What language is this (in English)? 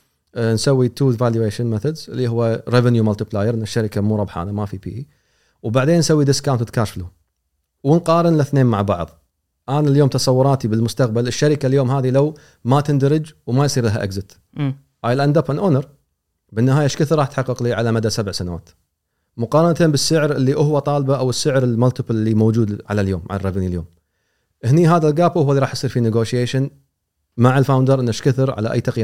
Gulf Arabic